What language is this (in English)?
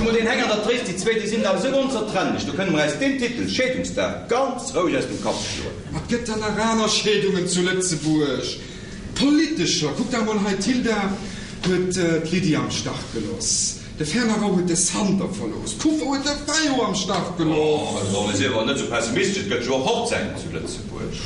Luxembourgish